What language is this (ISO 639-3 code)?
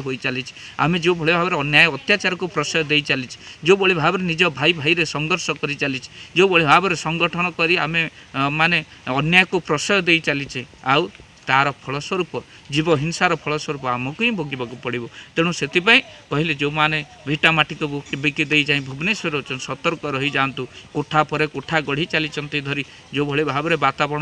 ori